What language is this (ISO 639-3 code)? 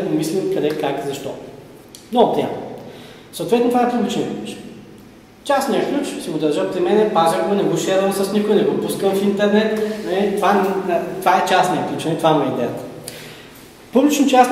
bul